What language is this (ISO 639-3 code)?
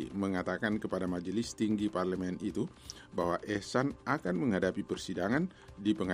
ind